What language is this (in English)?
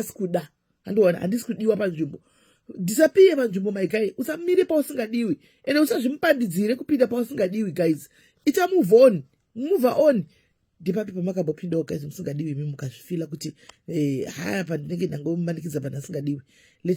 Shona